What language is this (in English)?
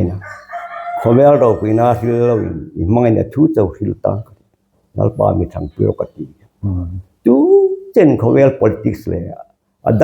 Hmar